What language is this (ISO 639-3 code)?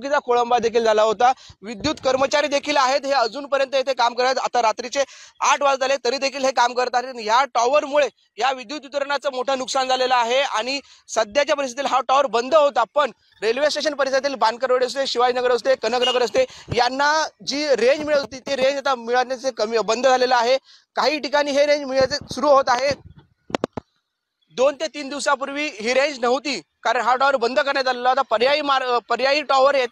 mar